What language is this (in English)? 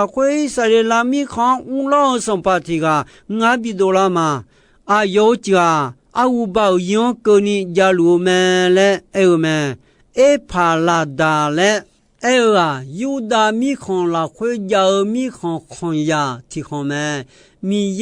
Akha